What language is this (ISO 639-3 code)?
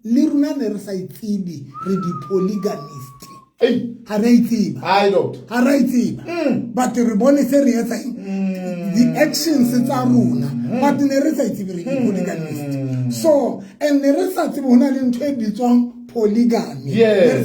sot